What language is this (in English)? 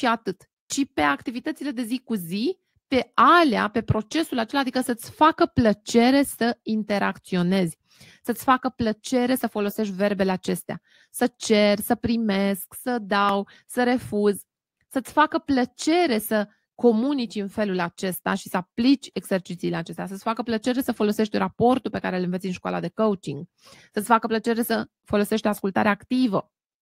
Romanian